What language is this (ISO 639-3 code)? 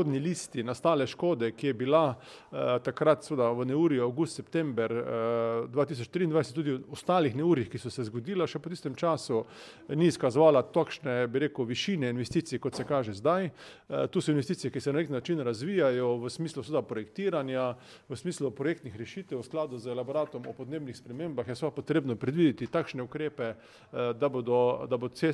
slv